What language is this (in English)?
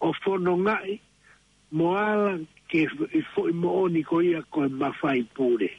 Tongan